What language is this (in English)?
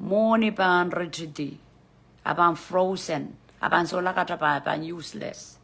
Pohnpeian